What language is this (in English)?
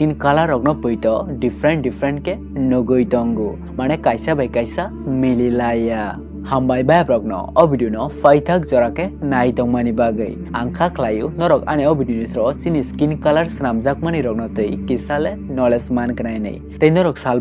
Kok Borok